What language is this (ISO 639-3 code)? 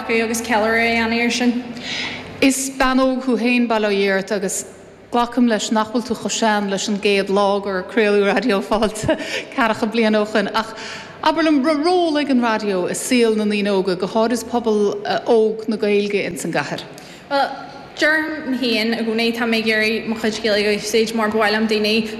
gle